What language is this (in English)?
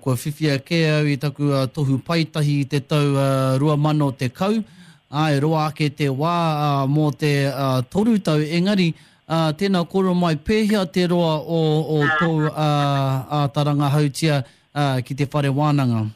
Māori